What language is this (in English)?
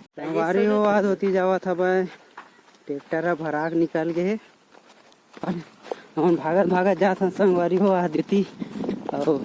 Chhattisgarhi